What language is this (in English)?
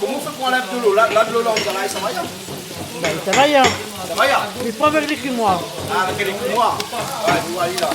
Réunion Creole French